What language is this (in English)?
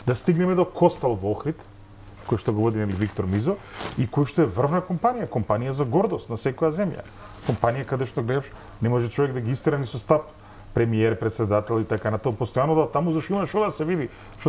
Macedonian